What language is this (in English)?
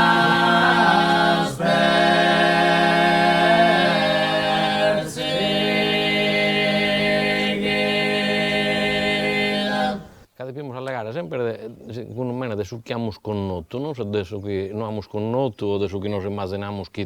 Sardinian